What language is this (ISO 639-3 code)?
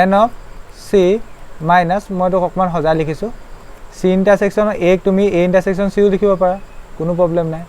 asm